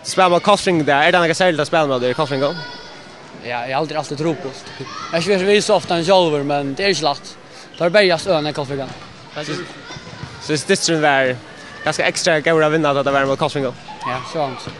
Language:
Faroese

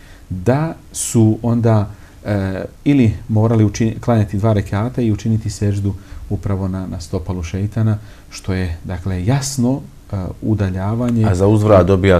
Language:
Bosnian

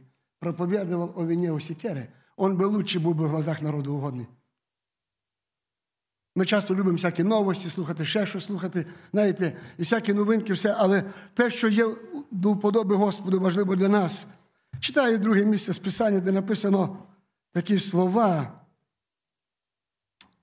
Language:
Ukrainian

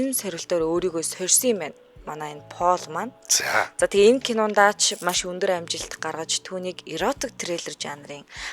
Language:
Mongolian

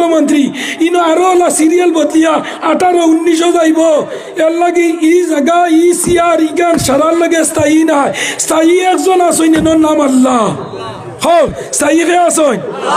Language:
Sylheti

